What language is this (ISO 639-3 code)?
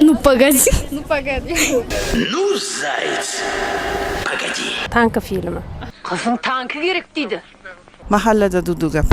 kaa